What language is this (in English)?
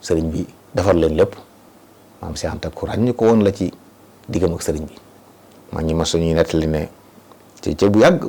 Wolof